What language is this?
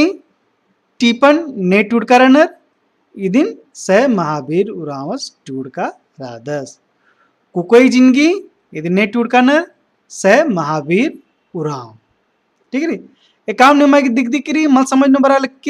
Kurukh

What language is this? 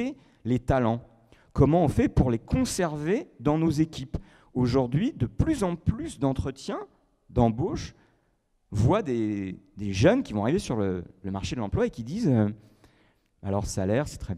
French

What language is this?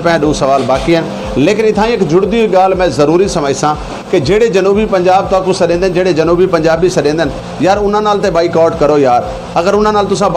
Saraiki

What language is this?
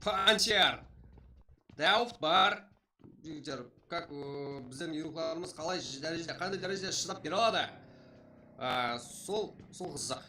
Kara-Kalpak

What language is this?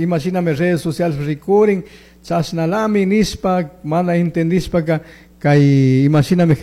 Chimborazo Highland Quichua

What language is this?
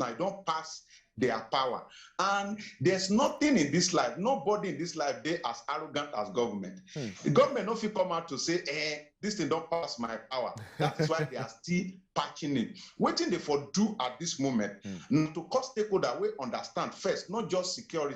Nigerian Pidgin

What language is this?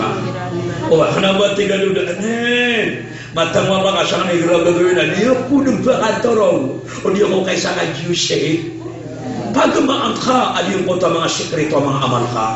Maranao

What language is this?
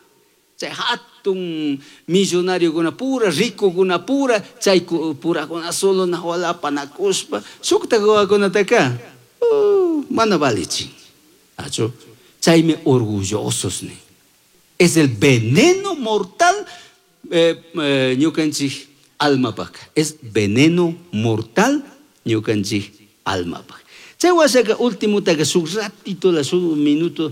Chimborazo Highland Quichua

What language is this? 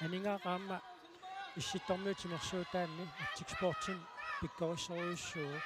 Kalaallisut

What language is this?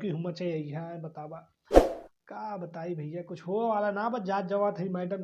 Bhojpuri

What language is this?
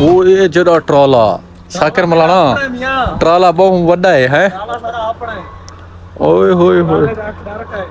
Saraiki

